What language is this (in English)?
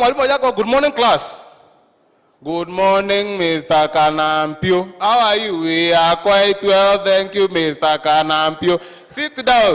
Meru